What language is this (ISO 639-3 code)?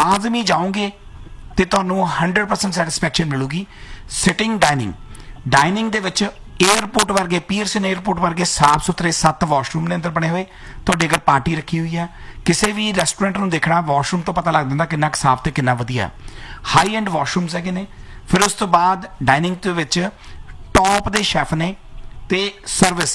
pan